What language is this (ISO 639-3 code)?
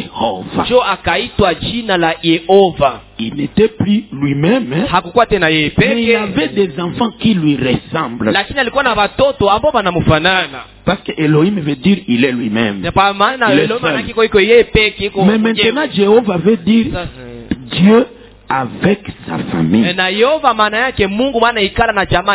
swa